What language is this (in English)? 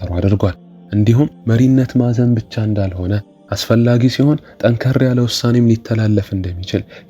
Amharic